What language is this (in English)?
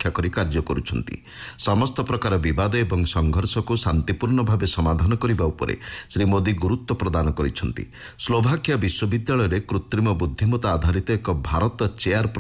Odia